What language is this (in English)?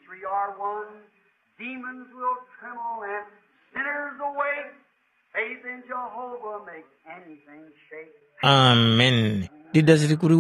Tumbuka